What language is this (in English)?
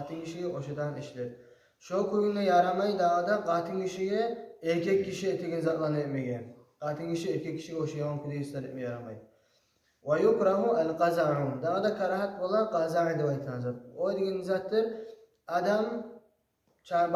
Kumyk